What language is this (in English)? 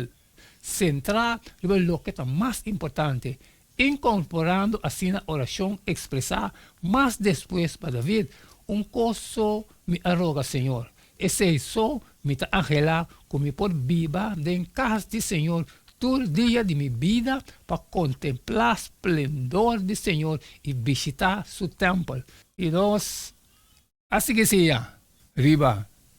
Papiamento